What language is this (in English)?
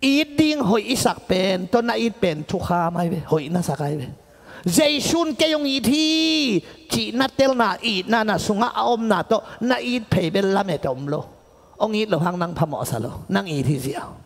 Tedim Chin